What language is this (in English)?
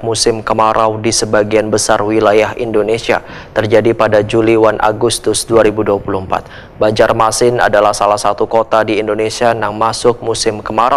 Banjar